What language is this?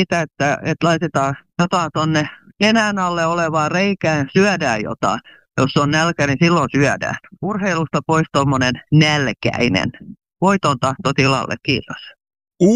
Finnish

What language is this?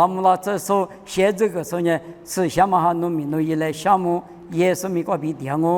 Lisu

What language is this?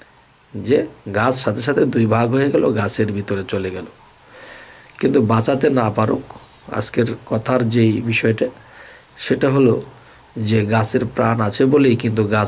Bangla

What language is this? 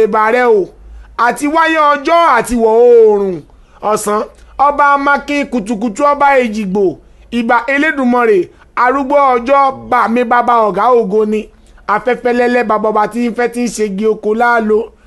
Yoruba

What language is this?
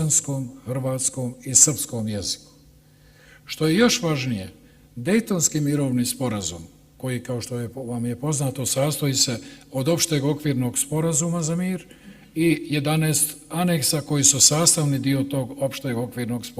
Bosnian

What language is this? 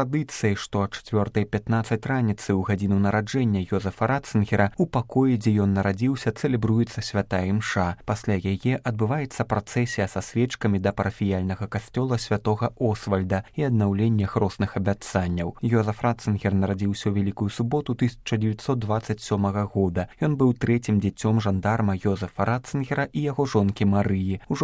Belarusian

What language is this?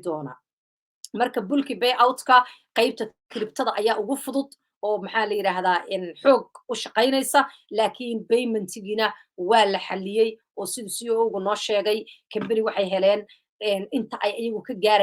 Somali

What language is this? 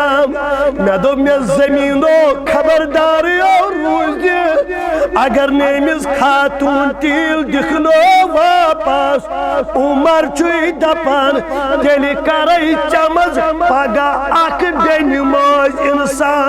Kashmiri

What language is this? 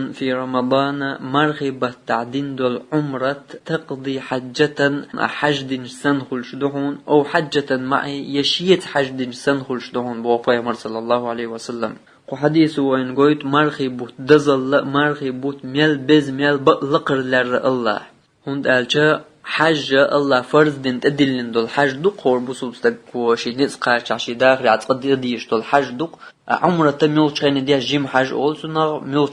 Chechen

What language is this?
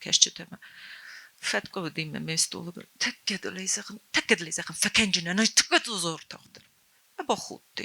Ossetic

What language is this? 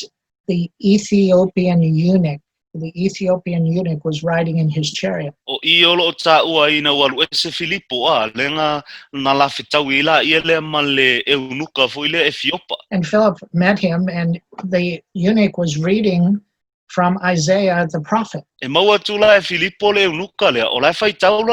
Samoan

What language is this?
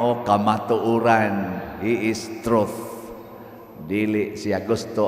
Cebuano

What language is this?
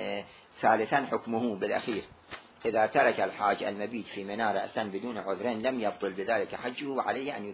Mesopotamian Arabic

